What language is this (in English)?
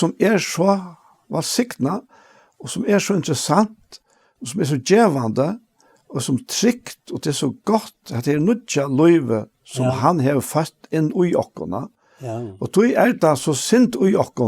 Faroese